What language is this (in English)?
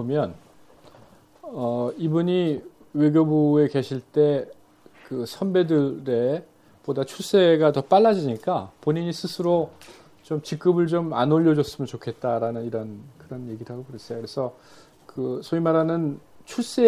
Korean